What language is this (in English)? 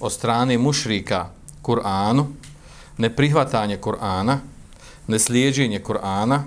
Bosnian